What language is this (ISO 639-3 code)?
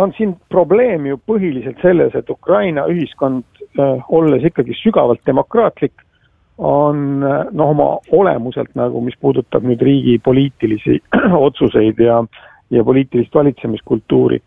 est